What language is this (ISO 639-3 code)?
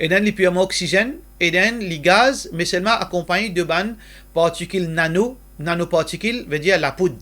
mfe